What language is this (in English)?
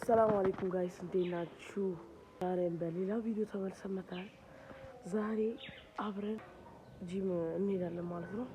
Amharic